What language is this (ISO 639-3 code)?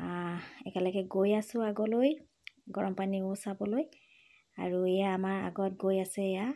asm